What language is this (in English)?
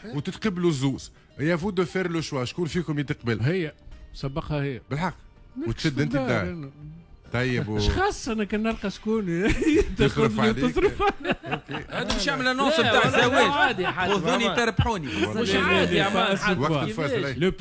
Tunisian Arabic